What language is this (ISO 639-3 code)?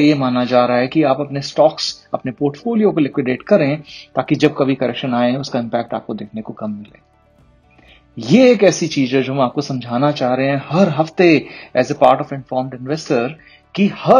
hin